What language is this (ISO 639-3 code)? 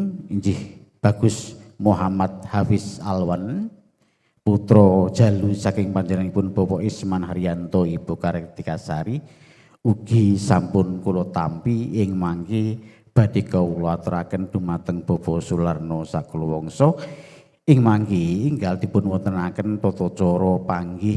jav